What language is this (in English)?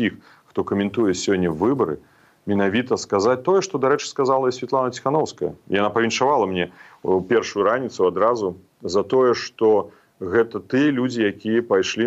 Belarusian